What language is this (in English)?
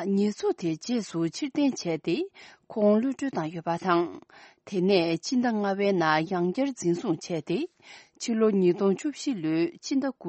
Tibetan